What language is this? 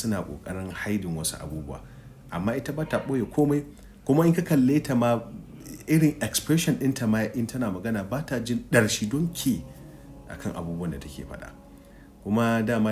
Hausa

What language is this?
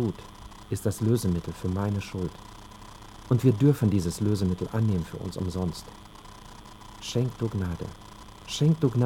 German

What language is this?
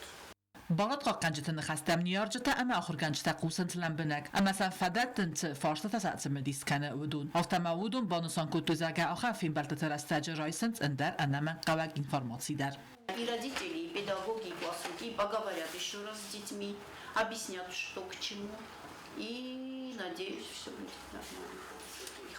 Ossetic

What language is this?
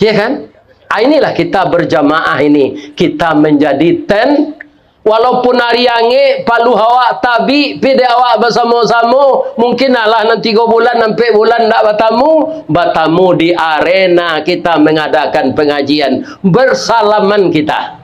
Minangkabau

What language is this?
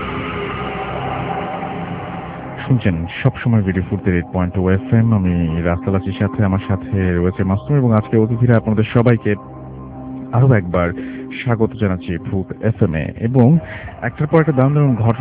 Bangla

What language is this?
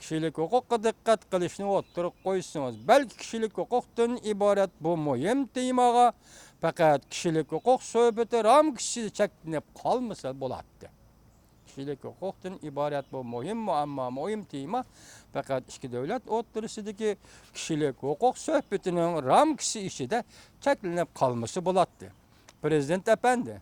Uyghur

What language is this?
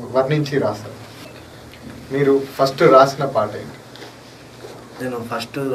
Telugu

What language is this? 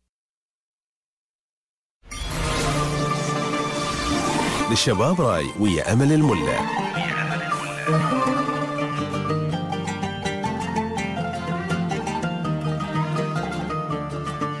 Gulf Arabic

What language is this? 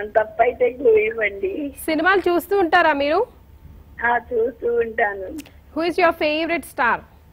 Telugu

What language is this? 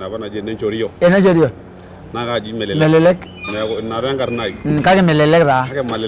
Masai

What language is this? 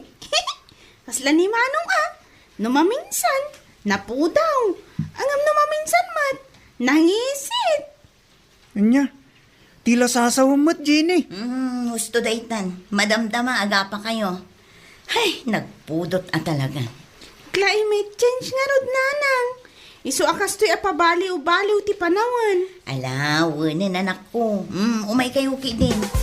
Iloko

